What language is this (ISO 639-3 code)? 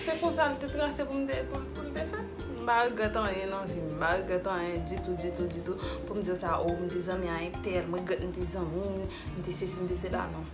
hat